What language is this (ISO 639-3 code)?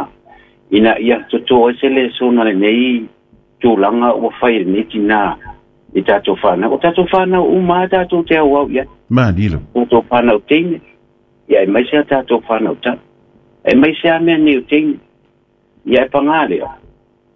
smo